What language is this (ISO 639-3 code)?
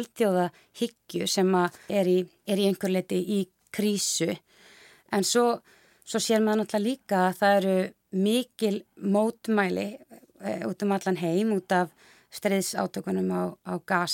isl